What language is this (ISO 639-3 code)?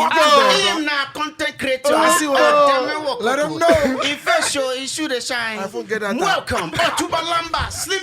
pcm